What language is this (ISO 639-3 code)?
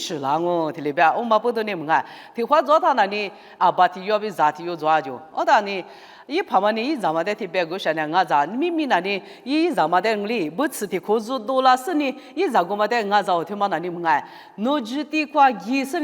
lis